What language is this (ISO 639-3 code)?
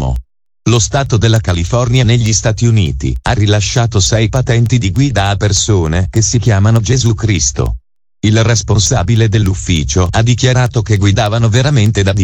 ita